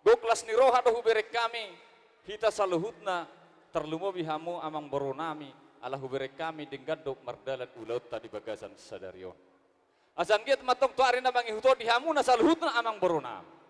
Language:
Batak Toba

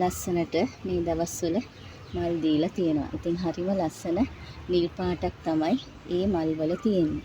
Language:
Sinhala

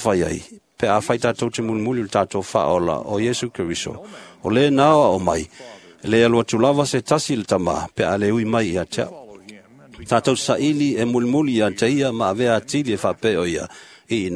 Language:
Samoan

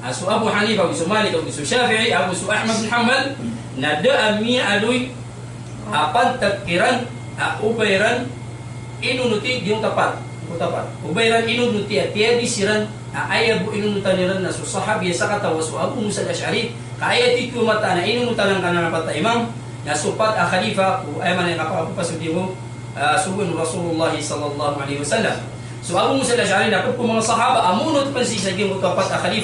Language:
Maranao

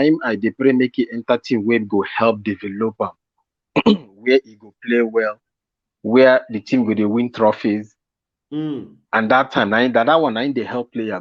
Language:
Nigerian Pidgin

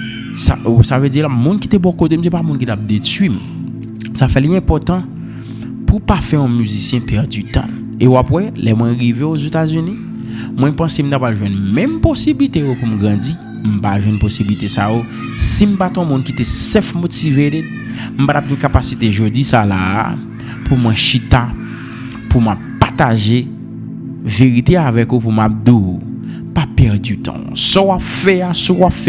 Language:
Haitian Creole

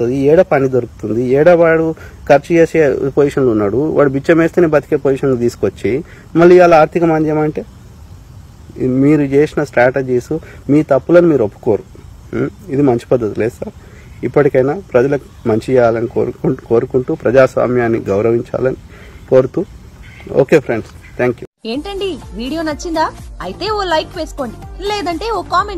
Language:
Telugu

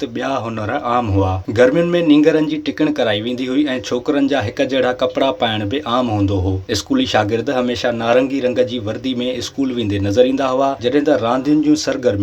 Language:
Sindhi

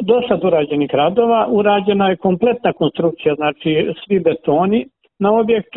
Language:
Serbian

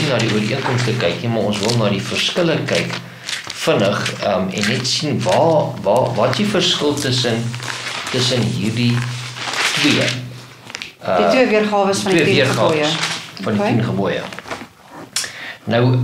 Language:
Afrikaans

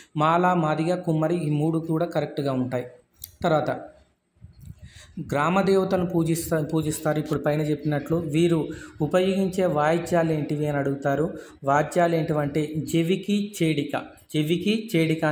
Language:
Telugu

